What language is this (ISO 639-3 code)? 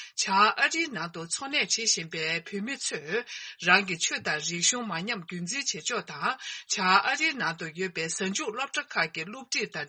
bod